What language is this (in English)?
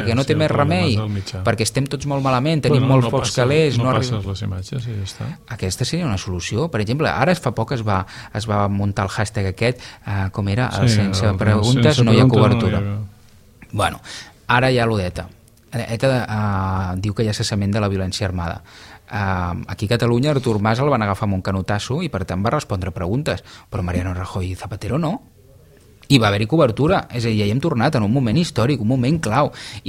Catalan